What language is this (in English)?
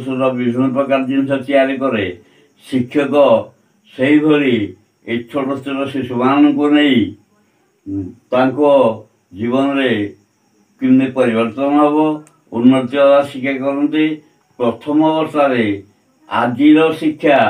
Odia